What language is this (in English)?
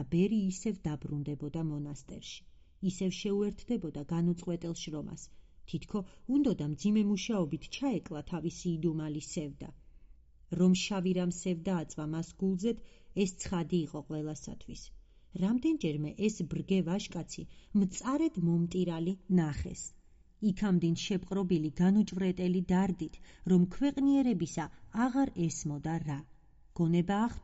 Georgian